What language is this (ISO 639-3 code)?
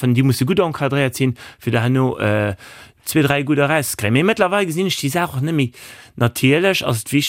ltz